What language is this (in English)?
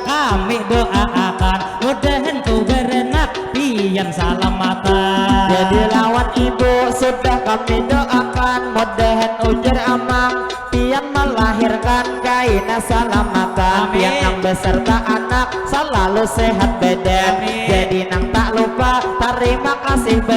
Banjar